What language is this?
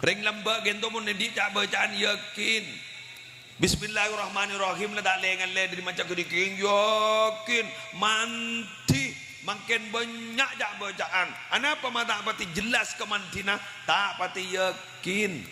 Madurese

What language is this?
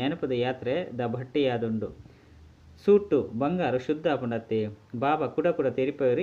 Tulu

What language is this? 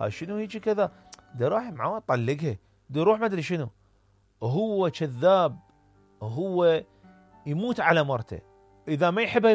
Mesopotamian Arabic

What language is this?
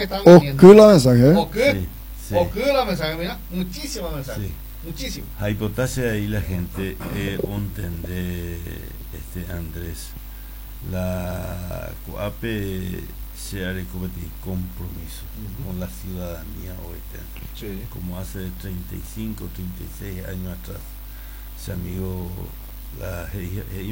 Guarani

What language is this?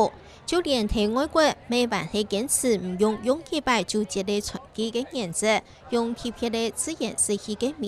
Hakka Chinese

